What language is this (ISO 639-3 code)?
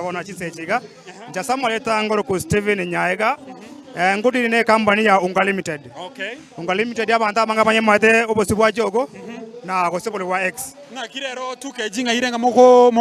guz